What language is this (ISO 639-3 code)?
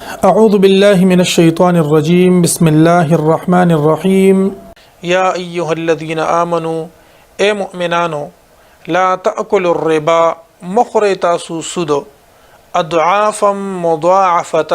pus